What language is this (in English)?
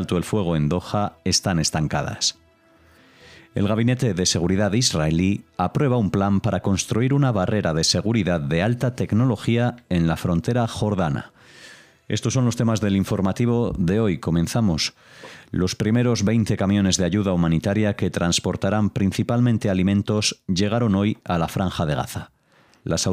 Spanish